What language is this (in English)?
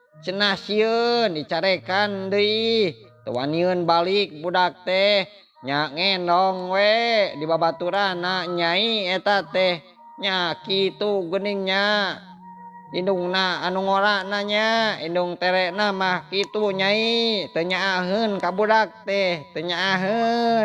Sundanese